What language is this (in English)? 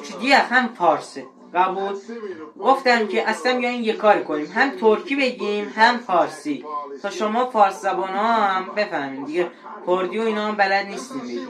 South Azerbaijani